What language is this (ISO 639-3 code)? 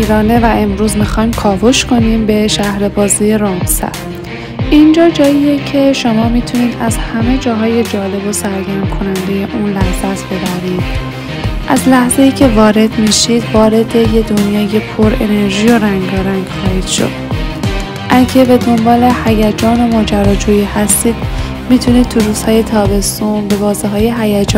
fas